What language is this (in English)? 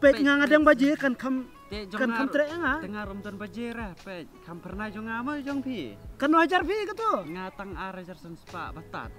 Khasi